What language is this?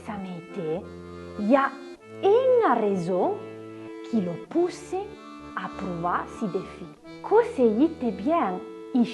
Arpitan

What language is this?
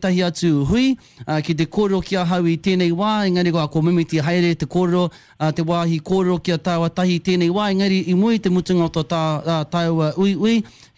Māori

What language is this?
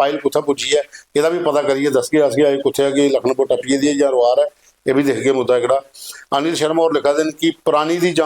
Dogri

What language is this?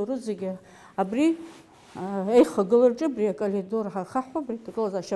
Abkhazian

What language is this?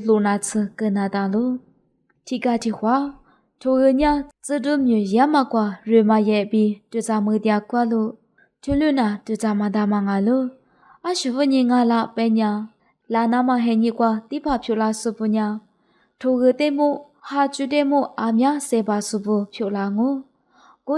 Lisu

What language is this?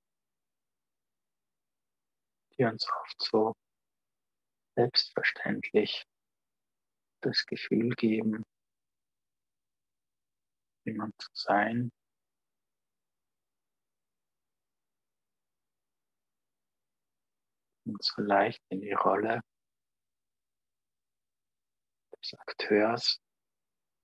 German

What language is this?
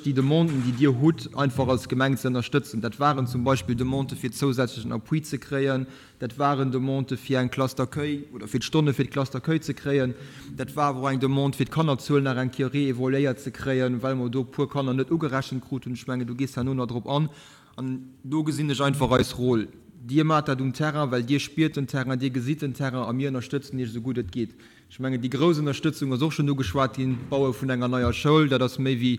Luxembourgish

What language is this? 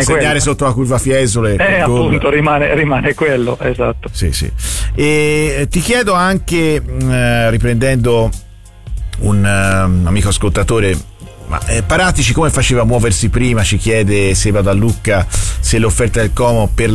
Italian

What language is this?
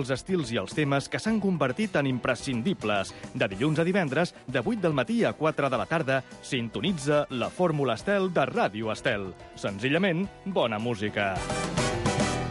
Catalan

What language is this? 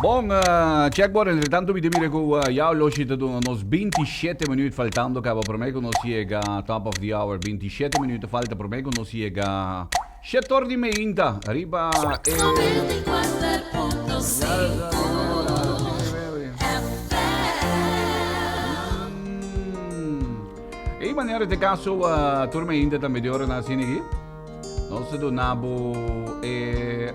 Papiamento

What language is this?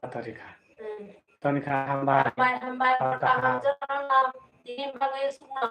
Kok Borok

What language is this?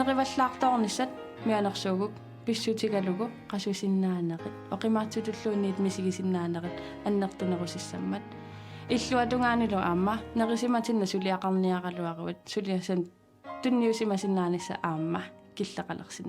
Kalaallisut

